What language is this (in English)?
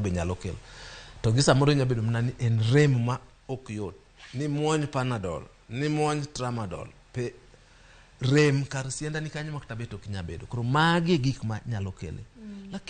Luo (Kenya and Tanzania)